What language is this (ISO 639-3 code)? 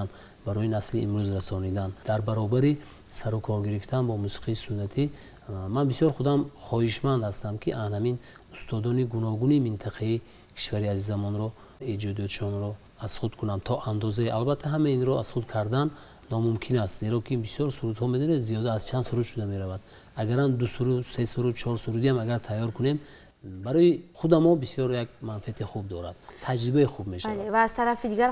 tgk